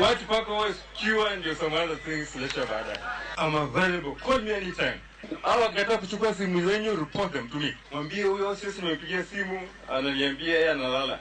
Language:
Luo (Kenya and Tanzania)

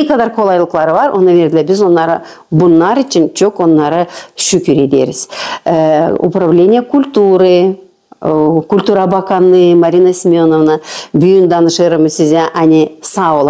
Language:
Gagauz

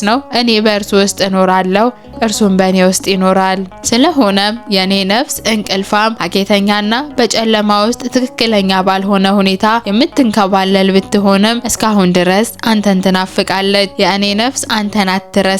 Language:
Amharic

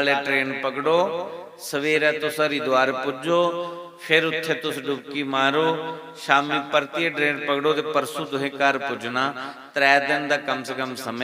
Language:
Dogri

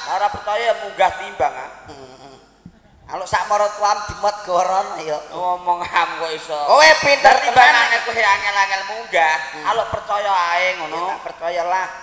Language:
Javanese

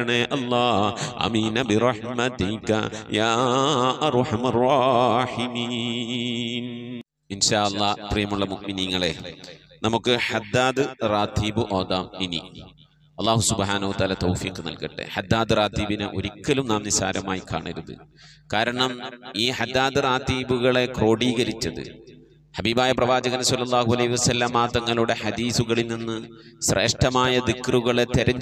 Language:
Malayalam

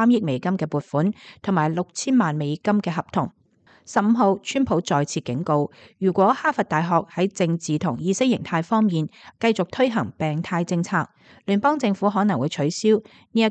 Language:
Cantonese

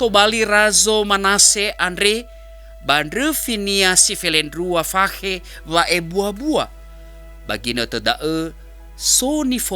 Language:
Nias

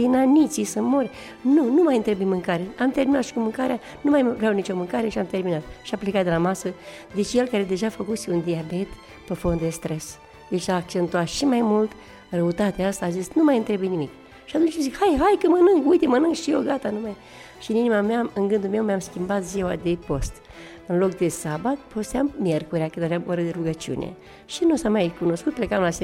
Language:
Romanian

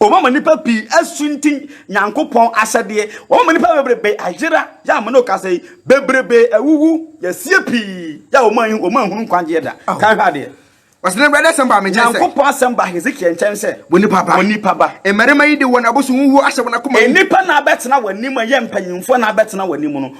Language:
Akan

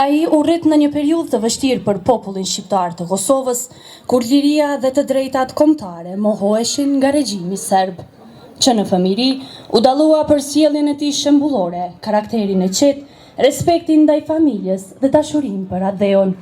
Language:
Albanian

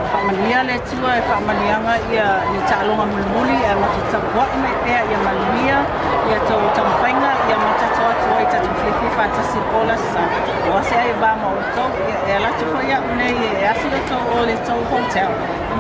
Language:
Samoan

